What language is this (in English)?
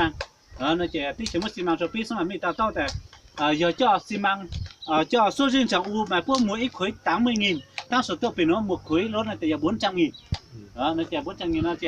Hmong